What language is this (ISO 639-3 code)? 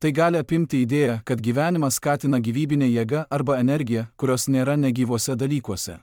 lit